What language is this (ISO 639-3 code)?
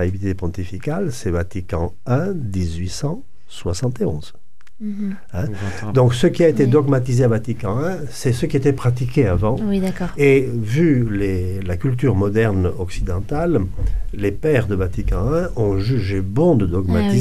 fra